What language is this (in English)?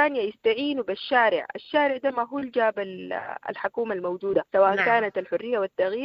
Sudanese Arabic